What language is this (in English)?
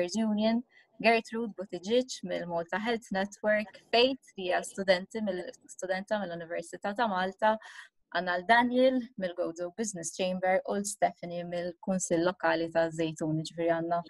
Maltese